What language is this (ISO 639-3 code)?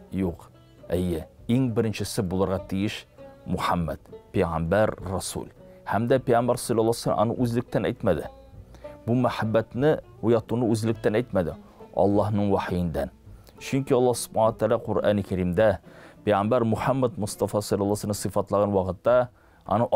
tat